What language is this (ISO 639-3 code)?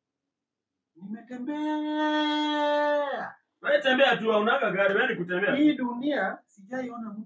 swa